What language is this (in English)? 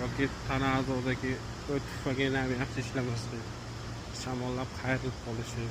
Uzbek